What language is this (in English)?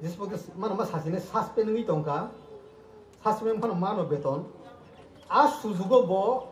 Kok Borok